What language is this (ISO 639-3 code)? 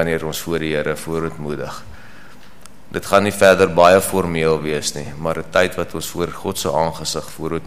afr